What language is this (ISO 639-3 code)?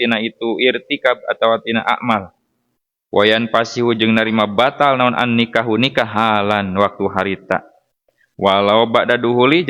sun